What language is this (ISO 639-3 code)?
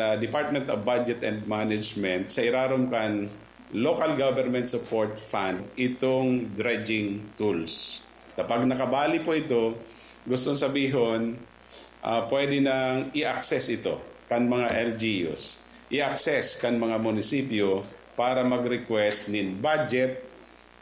bik